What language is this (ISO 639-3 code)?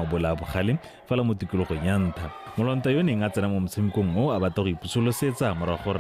tsn